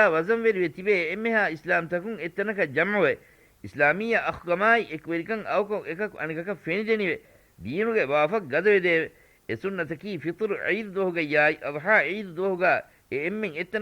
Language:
Divehi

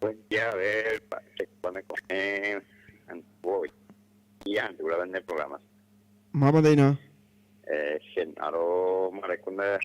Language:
Guarani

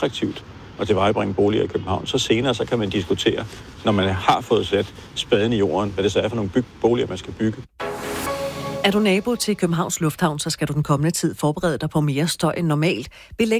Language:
Danish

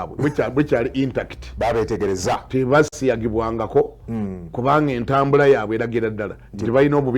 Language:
Ganda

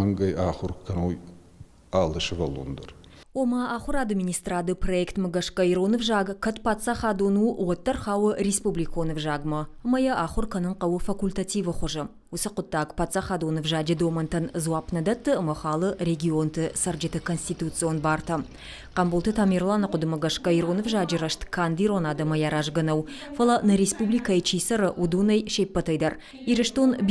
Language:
Ossetic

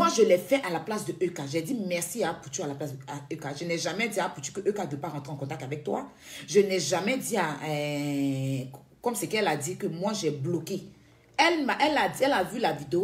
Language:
French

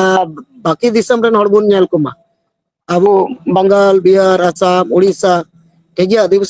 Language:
Santali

